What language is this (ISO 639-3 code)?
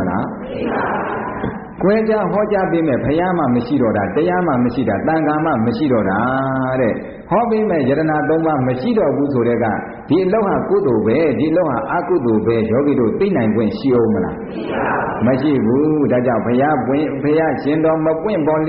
mya